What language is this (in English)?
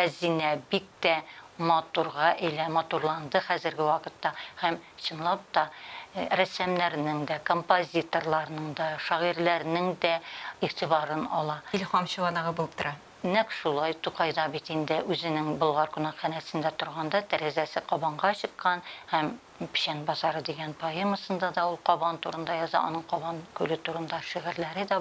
Tatar